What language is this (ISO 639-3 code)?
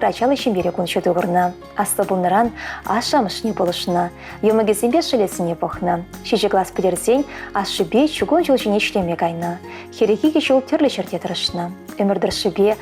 chv